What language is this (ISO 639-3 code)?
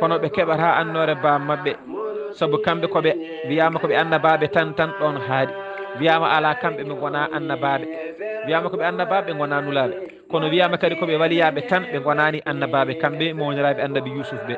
ful